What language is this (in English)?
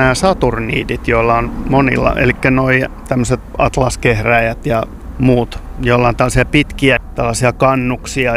Finnish